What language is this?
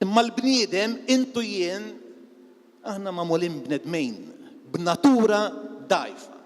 Maltese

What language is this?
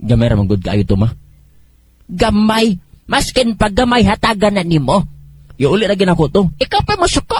Cebuano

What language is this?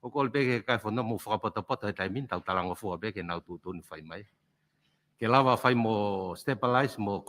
Tongan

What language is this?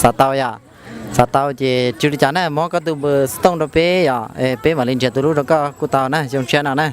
Hmong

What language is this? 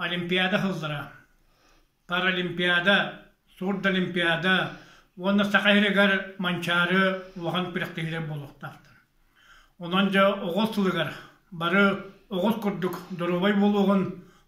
Yakut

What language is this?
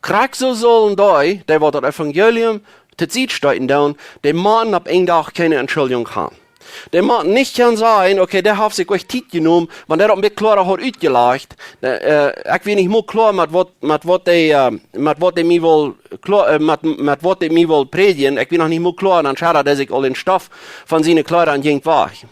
Plautdietsch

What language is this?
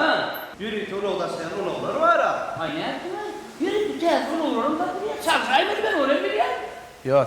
Turkmen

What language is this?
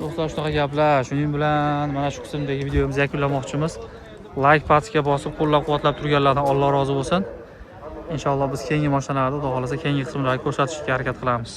Uzbek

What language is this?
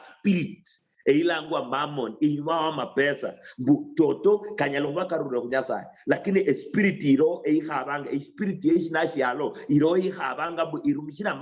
Luyia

